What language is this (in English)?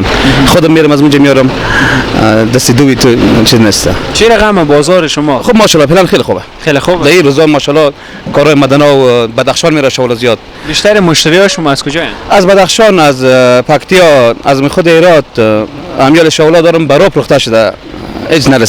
Persian